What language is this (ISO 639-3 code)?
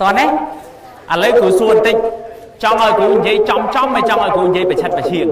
khm